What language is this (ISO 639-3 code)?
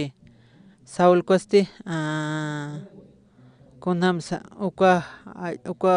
aym